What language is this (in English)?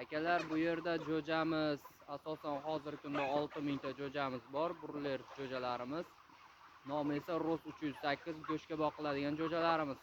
Uzbek